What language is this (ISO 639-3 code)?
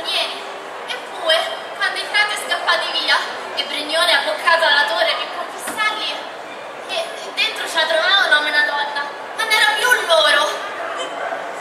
ita